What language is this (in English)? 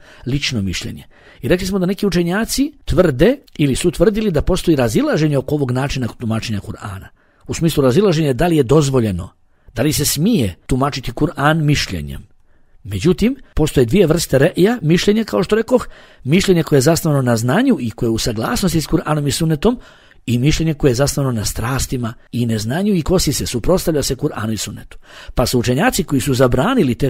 Bosnian